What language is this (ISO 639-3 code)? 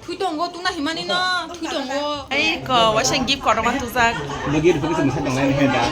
trp